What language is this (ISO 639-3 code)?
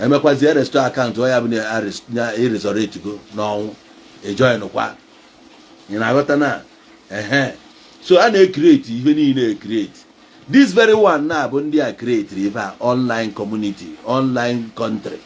ibo